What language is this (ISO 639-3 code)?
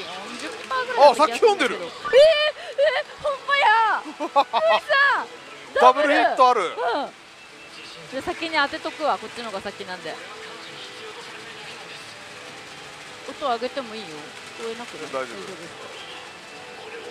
jpn